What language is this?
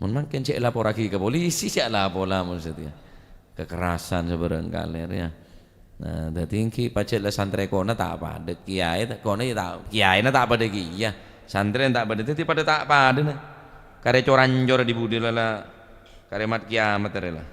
Madurese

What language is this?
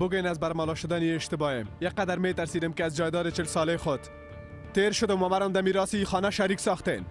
Persian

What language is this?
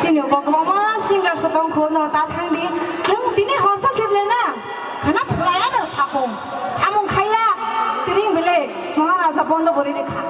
Kok Borok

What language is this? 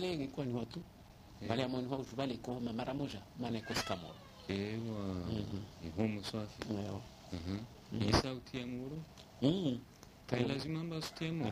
Swahili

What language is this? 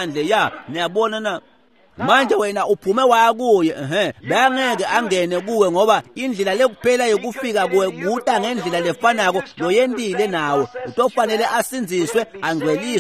Swati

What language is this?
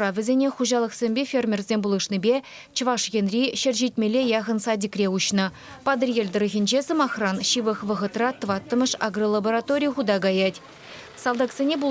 Chuvash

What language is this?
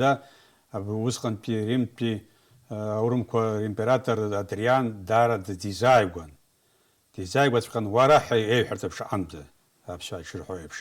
Abkhazian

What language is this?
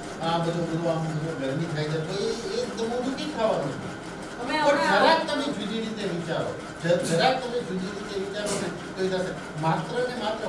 Gujarati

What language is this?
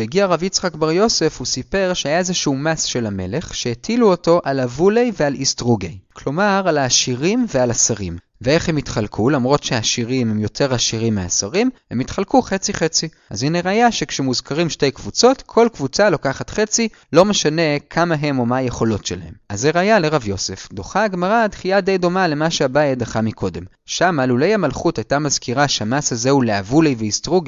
Hebrew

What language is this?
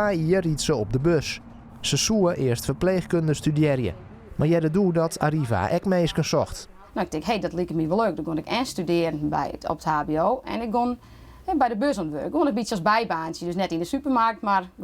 Western Frisian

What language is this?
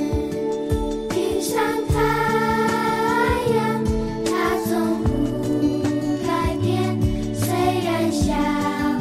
Chinese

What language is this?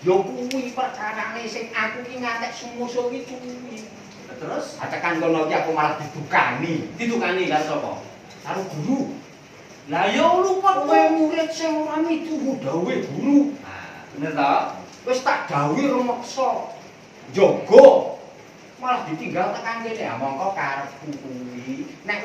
Javanese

